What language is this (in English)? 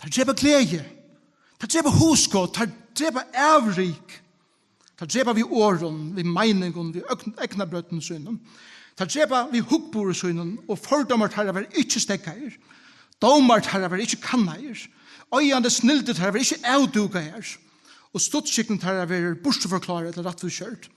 Faroese